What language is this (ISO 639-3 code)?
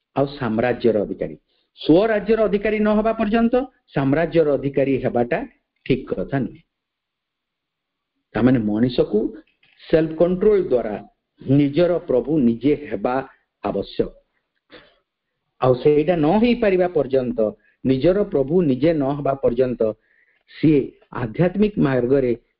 ori